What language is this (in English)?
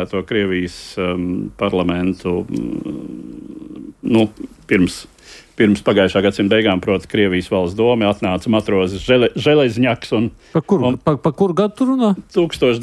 Latvian